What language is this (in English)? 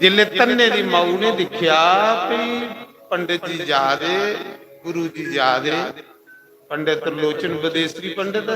Dogri